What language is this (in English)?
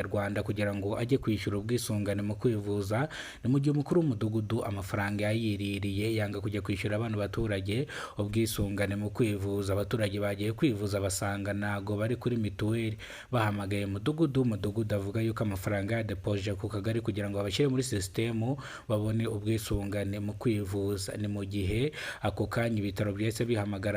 Kinyarwanda